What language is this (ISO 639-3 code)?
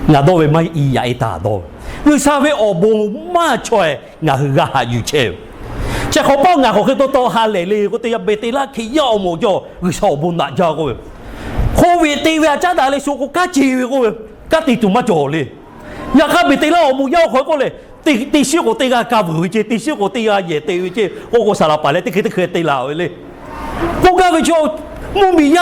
lhu